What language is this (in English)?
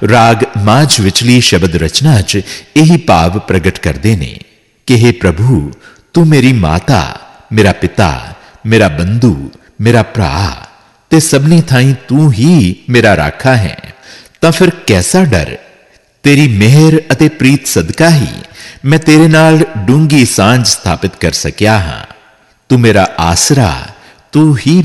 Punjabi